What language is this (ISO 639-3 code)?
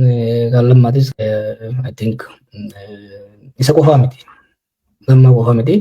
orm